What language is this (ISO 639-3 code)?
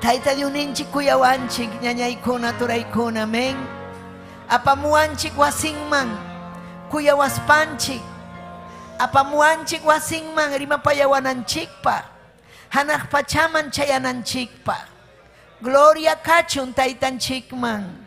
quy